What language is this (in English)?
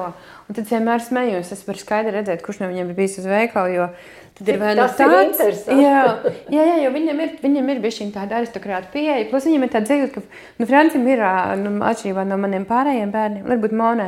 Latvian